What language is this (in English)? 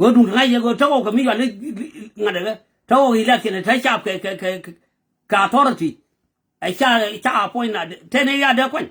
Nuer